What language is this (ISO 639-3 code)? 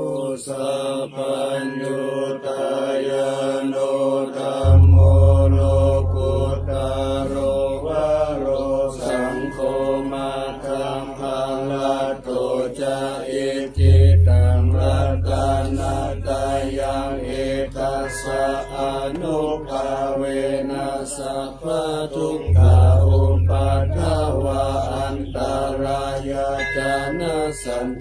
pli